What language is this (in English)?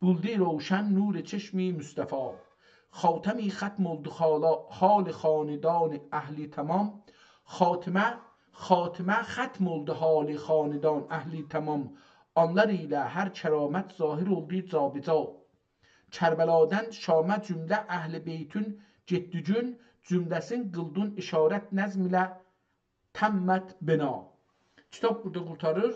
South Azerbaijani